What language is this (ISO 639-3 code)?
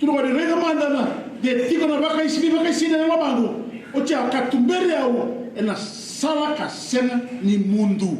fij